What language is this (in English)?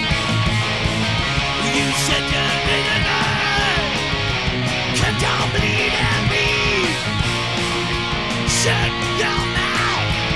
English